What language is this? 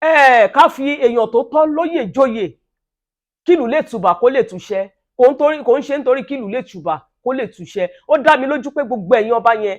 Yoruba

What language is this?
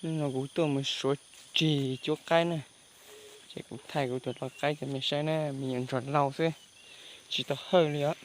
Hmong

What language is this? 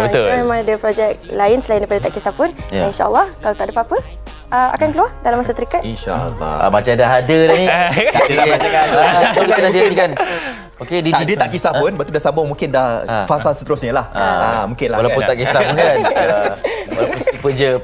Malay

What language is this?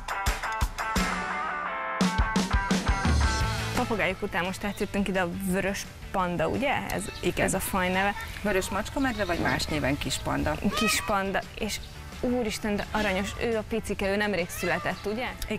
Hungarian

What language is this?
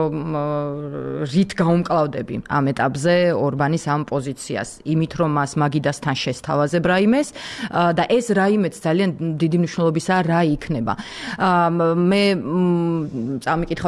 Georgian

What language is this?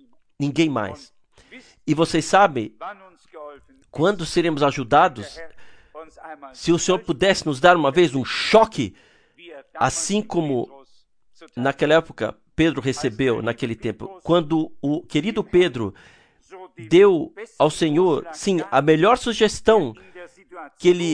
Portuguese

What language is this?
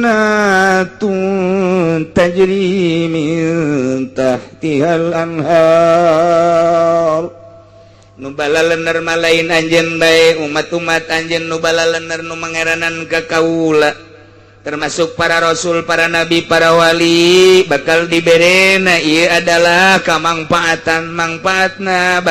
Sundanese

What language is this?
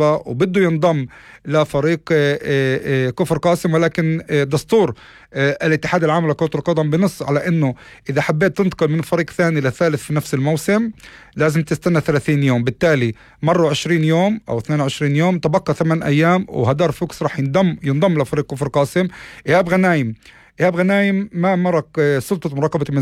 North Levantine Arabic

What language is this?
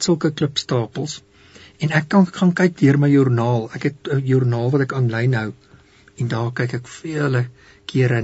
Afrikaans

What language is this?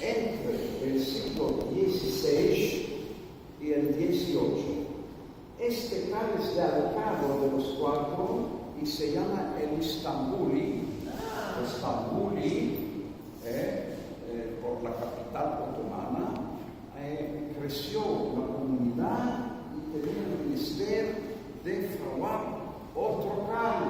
Ladino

